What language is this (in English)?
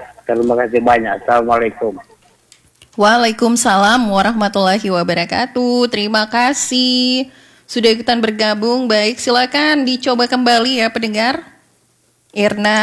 Indonesian